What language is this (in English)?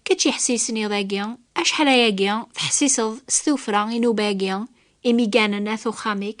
Kabyle